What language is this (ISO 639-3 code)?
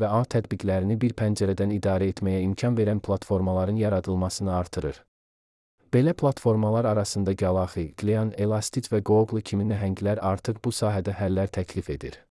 aze